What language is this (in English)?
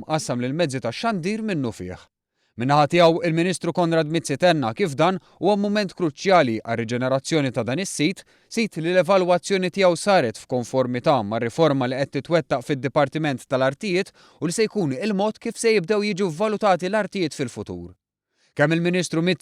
Maltese